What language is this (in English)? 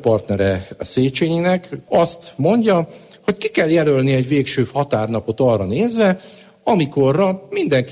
Hungarian